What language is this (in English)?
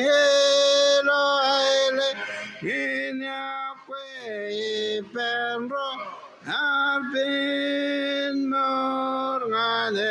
Marshallese